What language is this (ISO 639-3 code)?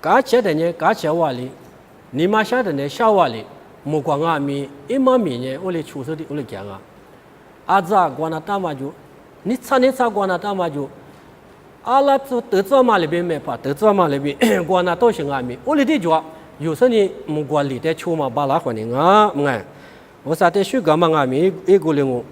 lis